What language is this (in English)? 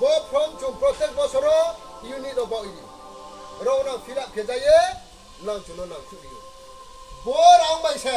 Riang (India)